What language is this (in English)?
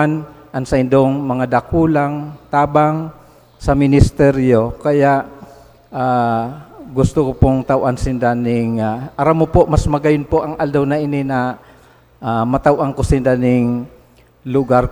Bikol